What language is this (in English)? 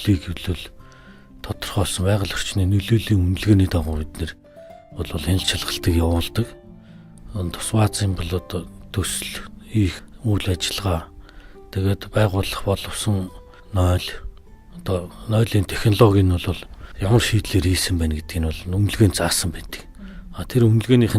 Mongolian